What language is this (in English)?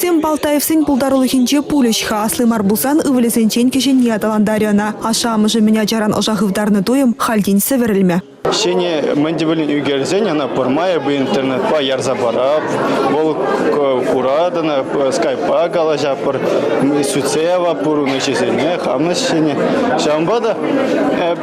Chuvash